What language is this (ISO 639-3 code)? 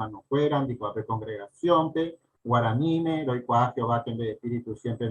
grn